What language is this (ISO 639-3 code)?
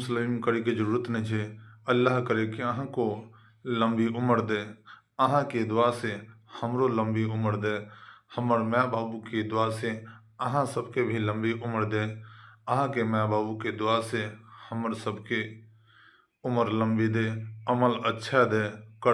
mai